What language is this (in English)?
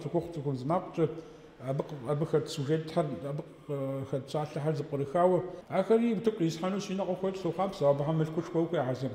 Kabardian